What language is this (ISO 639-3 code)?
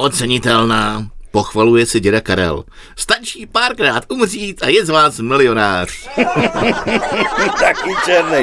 ces